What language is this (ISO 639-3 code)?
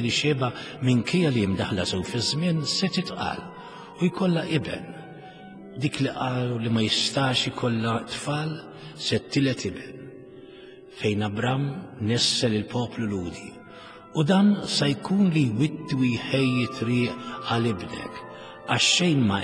mlt